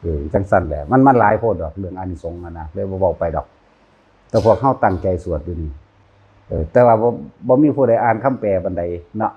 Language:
Northeastern Thai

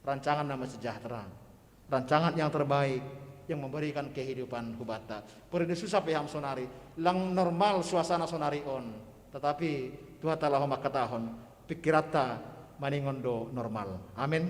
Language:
Batak Simalungun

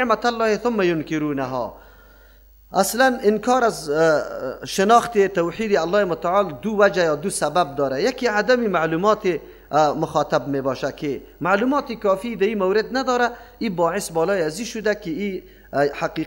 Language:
Persian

